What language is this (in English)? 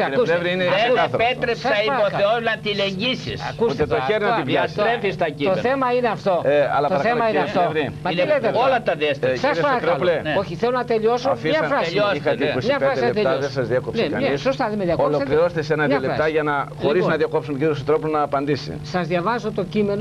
Greek